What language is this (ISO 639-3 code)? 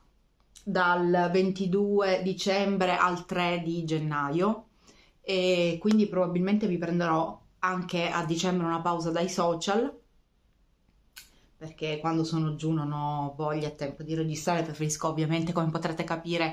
ita